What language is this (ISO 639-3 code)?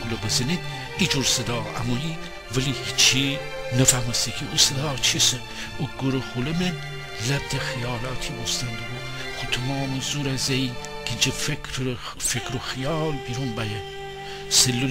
glk